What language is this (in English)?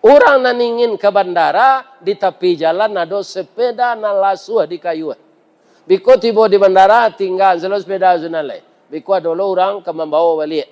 Minangkabau